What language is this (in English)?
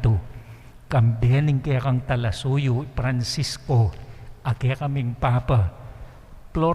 Pampanga